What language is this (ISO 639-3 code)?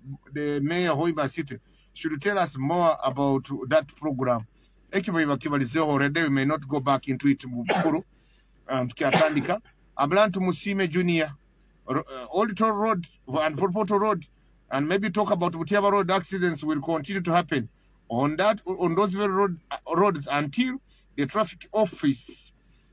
nyo